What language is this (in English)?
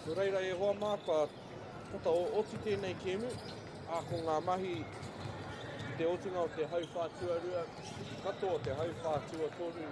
Māori